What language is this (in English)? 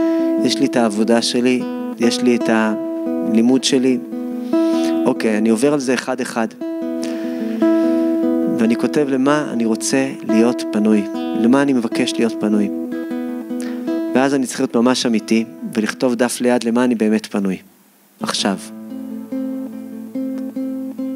Hebrew